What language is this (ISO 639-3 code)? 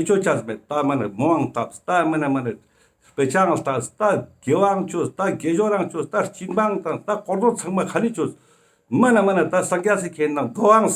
lbj